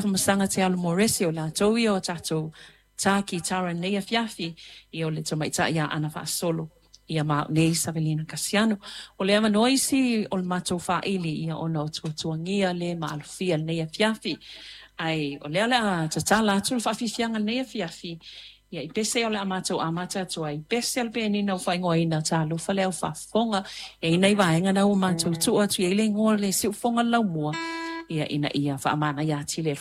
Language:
Samoan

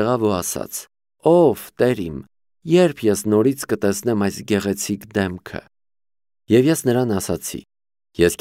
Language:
Armenian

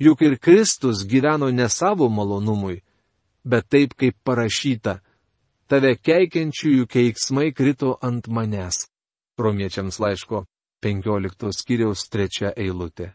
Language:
Lithuanian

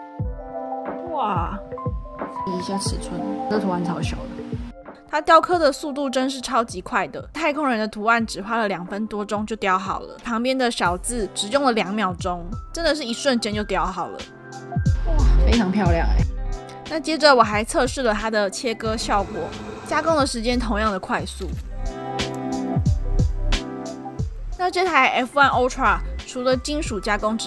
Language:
Chinese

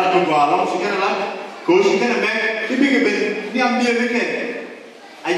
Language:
Nuer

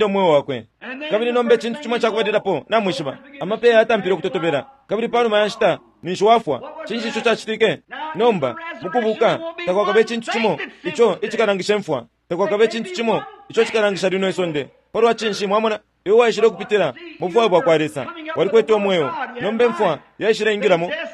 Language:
Bemba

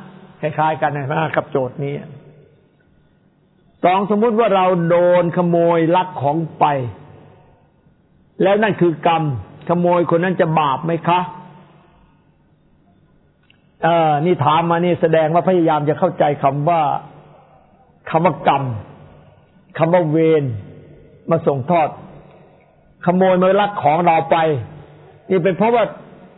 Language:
Thai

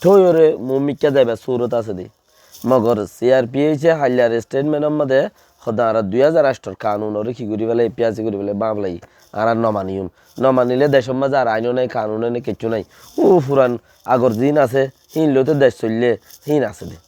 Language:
Rohingya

